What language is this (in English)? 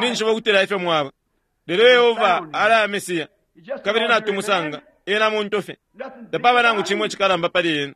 Bemba